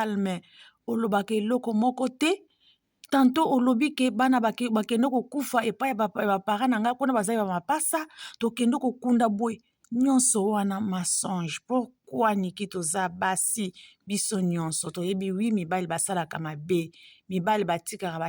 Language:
Lingala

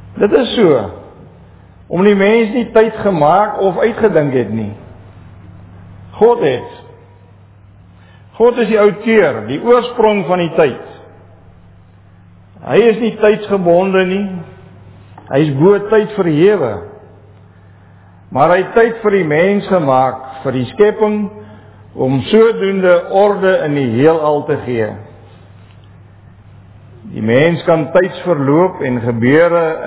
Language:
Afrikaans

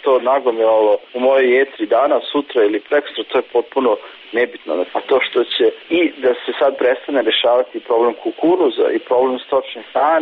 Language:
Serbian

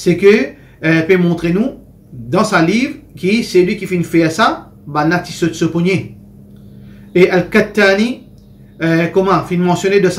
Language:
Morisyen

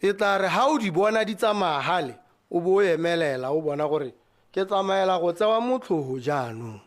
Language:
Tswana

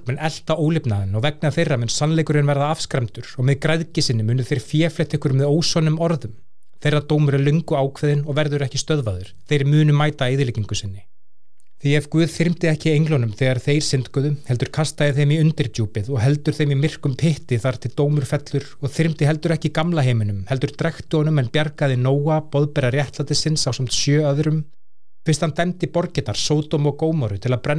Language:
Icelandic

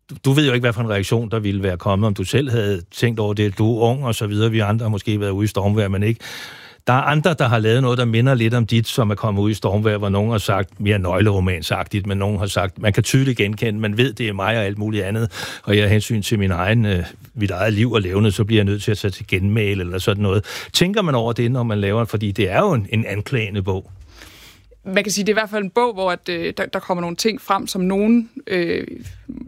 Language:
Danish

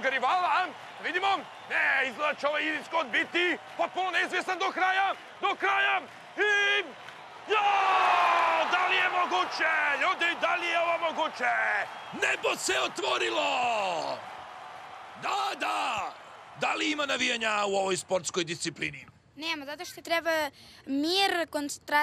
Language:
Serbian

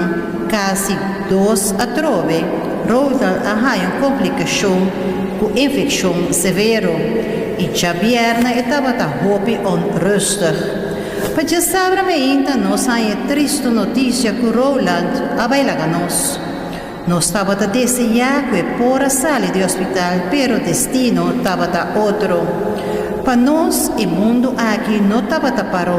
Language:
Papiamento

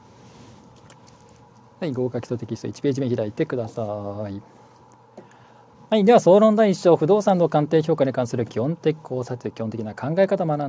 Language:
Japanese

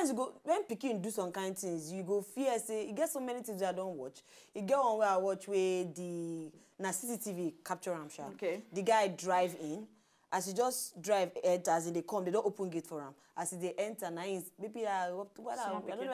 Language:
Nigerian Pidgin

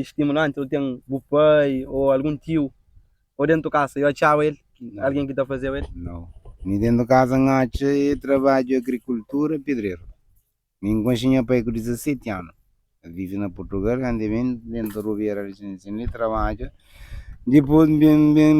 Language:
Kabuverdianu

